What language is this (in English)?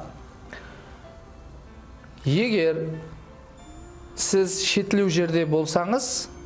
Kara-Kalpak